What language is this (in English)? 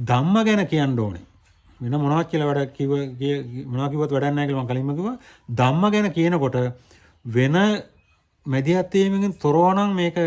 Sinhala